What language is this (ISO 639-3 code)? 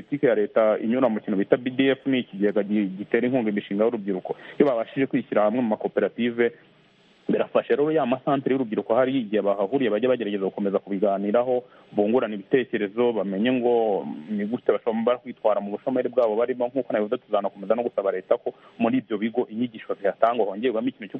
kin